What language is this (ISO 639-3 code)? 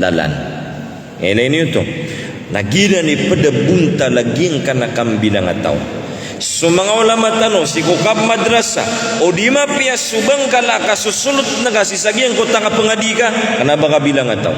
mrw